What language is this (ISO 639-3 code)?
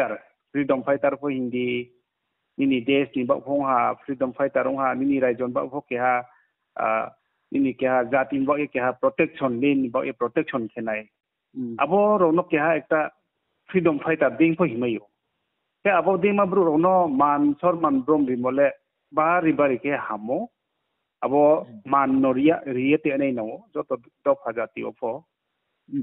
ria